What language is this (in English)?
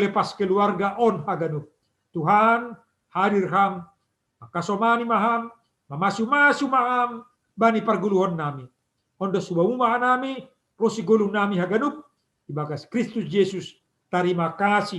Batak Simalungun